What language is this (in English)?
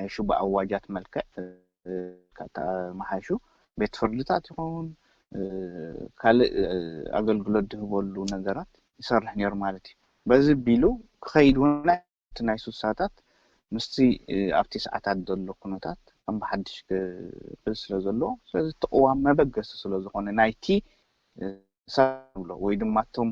Tigrinya